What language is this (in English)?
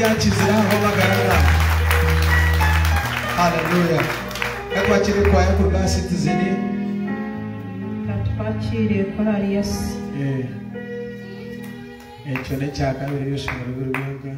Kinyarwanda